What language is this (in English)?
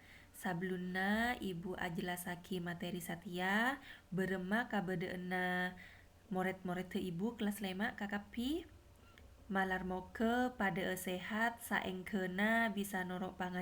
Madurese